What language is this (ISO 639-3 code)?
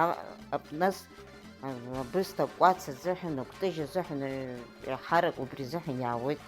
abk